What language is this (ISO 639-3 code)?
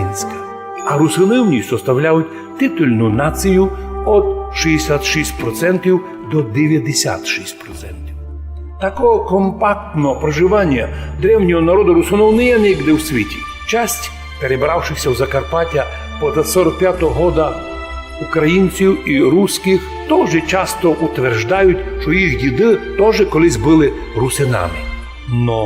rue